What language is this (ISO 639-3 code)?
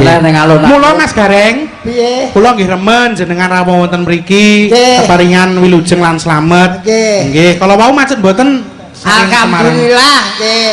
jav